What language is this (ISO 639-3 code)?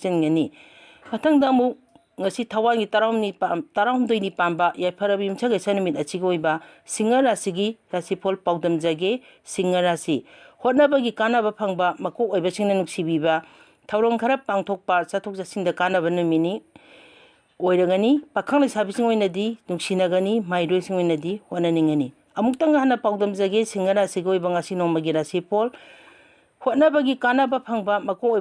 mni